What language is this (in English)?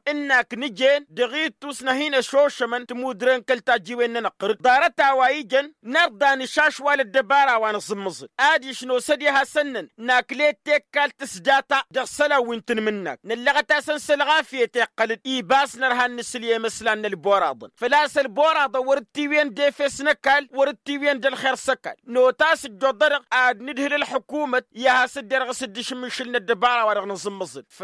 Tamasheq